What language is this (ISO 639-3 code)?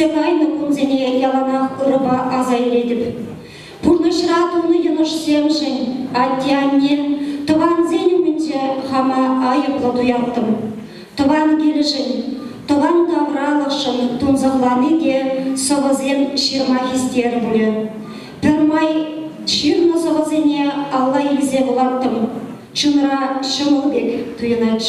chv